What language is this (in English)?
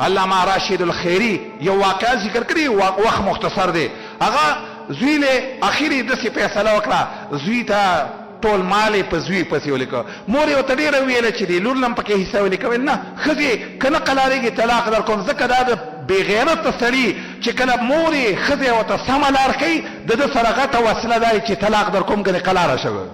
Pashto